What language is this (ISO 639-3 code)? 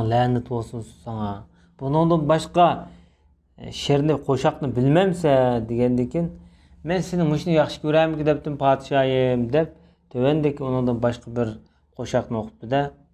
uig